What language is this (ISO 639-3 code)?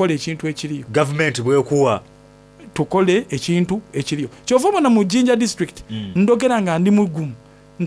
xog